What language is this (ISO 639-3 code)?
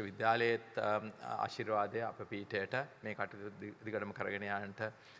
sin